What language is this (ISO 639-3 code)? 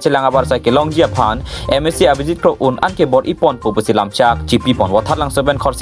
mjw